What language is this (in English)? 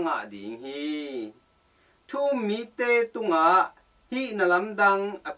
Tedim Chin